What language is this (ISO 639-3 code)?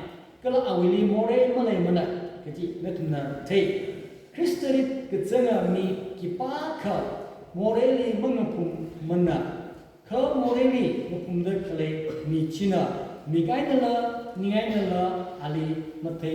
nmf